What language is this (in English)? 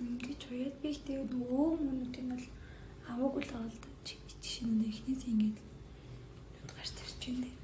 Mongolian